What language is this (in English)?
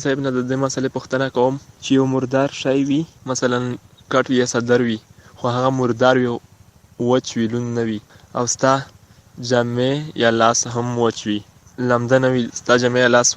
Pashto